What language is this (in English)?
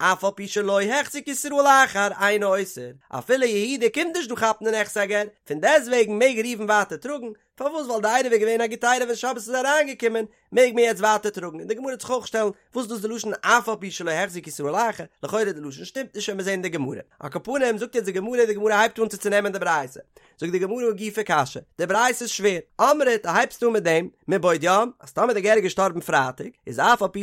Yiddish